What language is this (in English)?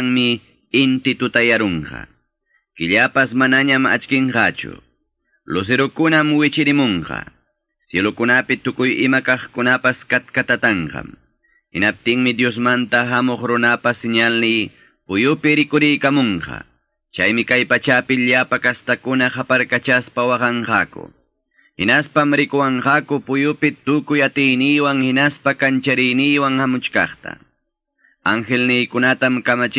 Quechua